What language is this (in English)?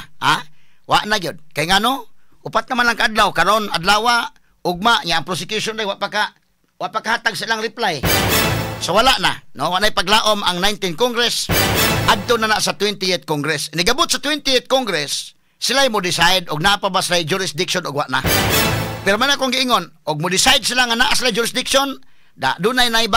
Cebuano